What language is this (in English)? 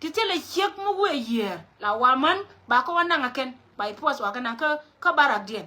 Nuer